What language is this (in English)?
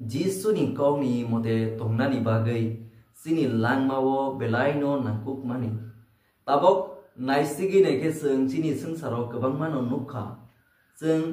Kok Borok